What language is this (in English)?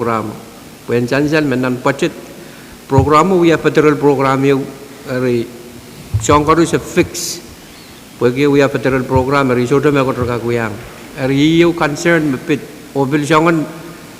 Pohnpeian